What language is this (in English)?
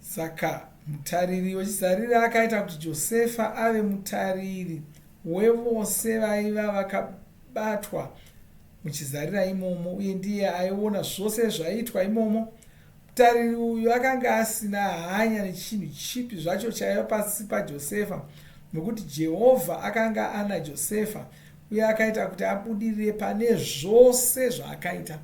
Shona